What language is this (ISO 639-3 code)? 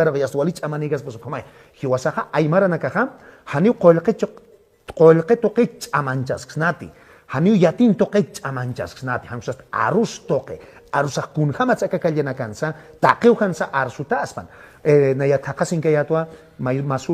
aym